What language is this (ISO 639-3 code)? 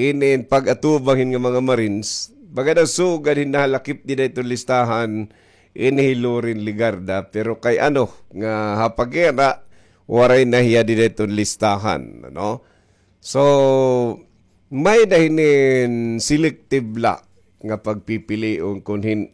war